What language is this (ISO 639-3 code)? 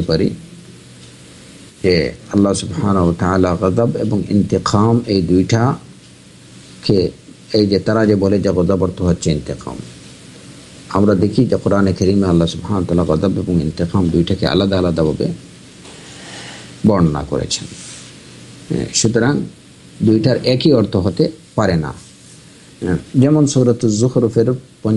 ben